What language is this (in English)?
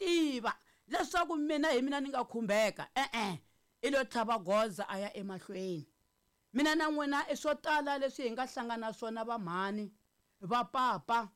Tsonga